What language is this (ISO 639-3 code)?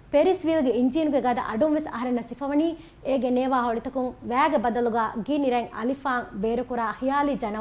div